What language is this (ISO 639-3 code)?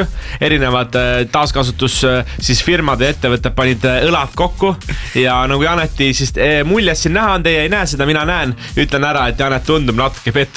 est